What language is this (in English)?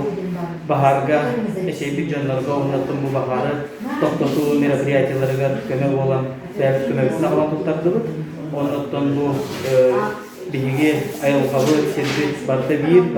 Yakut